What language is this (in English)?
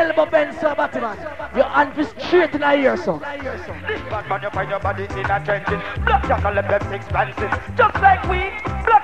Jamaican Creole English